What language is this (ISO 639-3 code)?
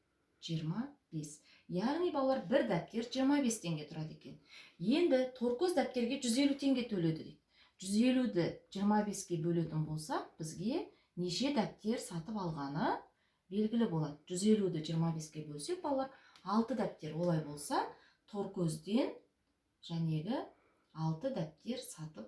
kaz